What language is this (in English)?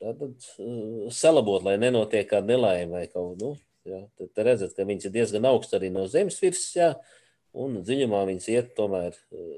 Latvian